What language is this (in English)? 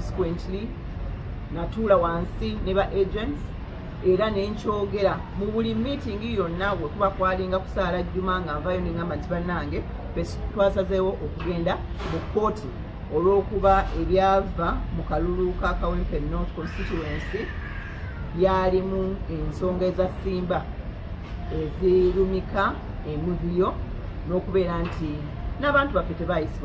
Ganda